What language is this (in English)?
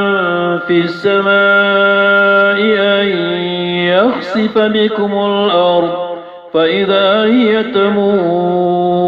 Maranao